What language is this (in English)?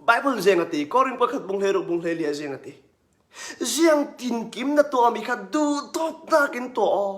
Hakha Chin